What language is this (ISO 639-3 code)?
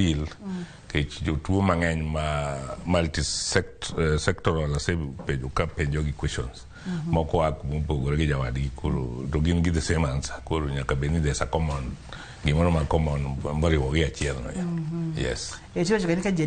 luo